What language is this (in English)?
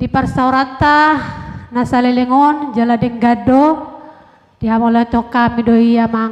Batak Toba